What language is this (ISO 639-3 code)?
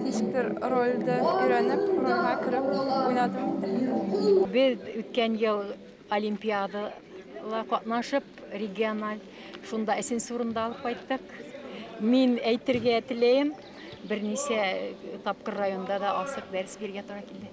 bak